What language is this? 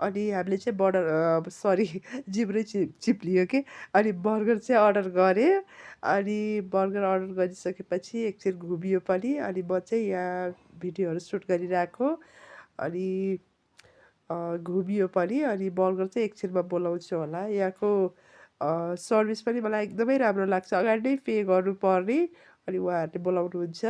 Nepali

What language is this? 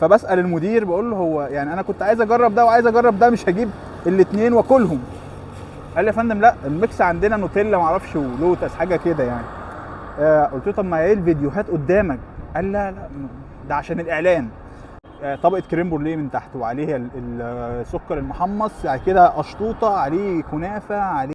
Egyptian Arabic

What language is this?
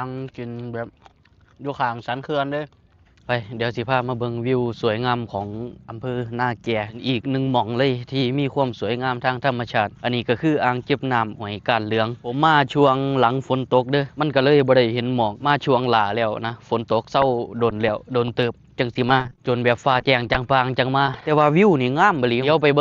Lao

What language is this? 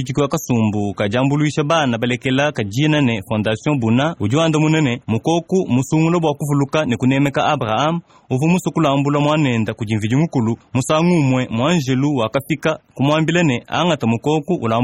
Luba-Lulua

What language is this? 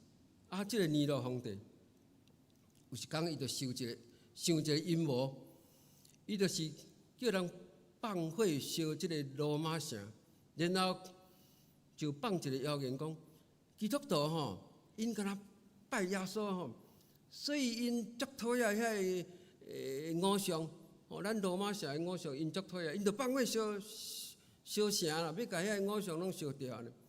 Min Nan Chinese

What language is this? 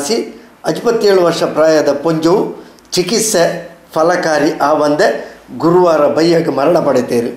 Tulu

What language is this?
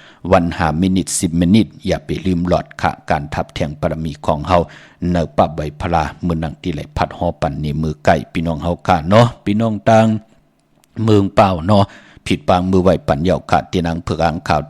Shan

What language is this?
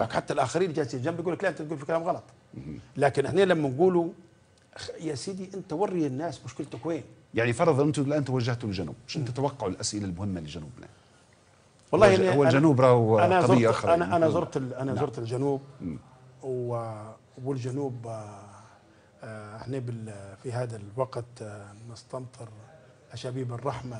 Libyan Arabic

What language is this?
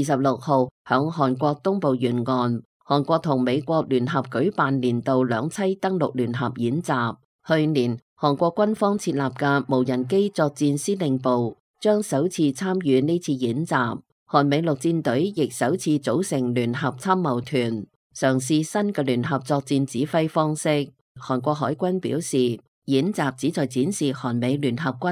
Cantonese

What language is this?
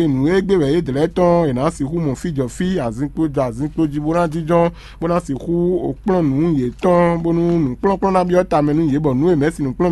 Fon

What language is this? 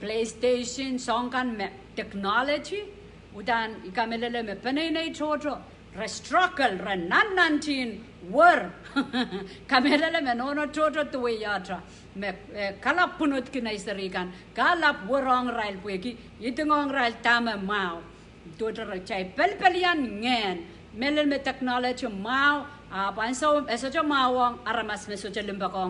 Pohnpeian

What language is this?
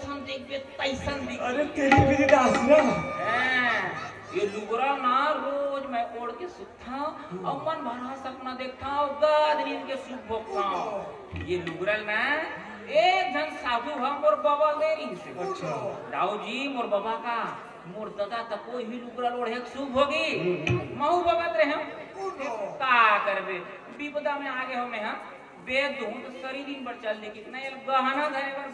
Chhattisgarhi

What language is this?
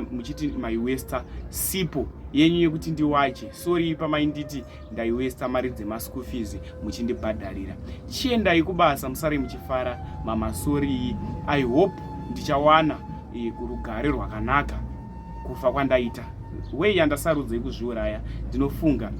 Shona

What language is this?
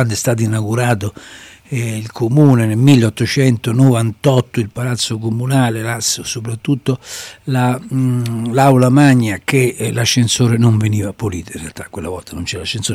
Italian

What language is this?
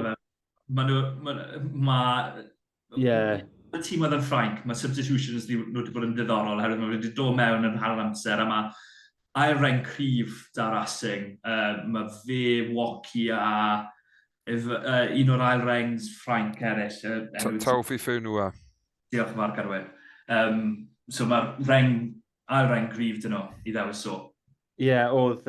Welsh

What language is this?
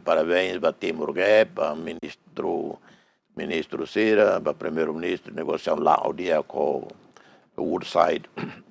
Tetum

